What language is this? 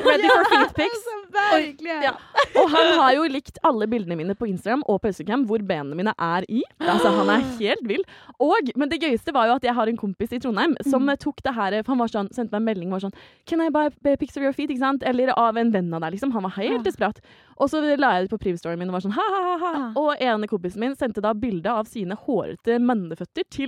Norwegian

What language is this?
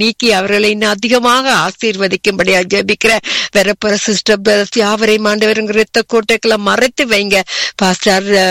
Tamil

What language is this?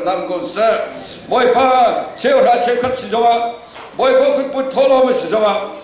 Hakha Chin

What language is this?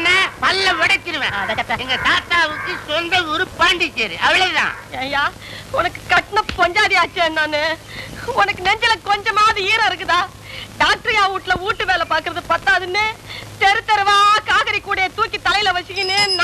Tamil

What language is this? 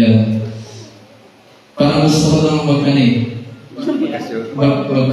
Filipino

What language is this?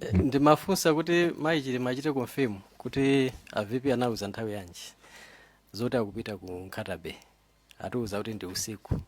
Nyanja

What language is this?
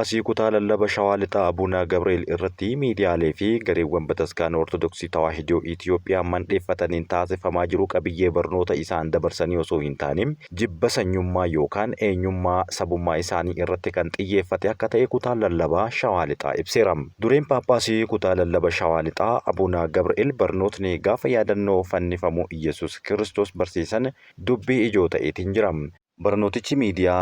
Oromo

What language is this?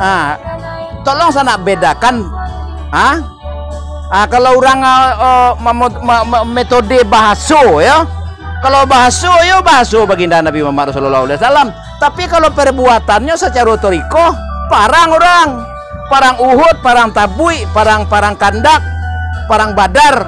Minangkabau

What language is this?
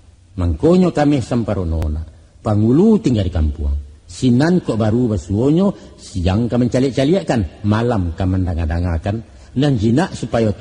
Minangkabau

